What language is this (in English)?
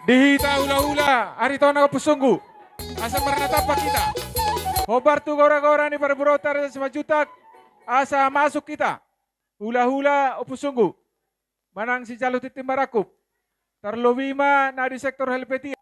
Batak Toba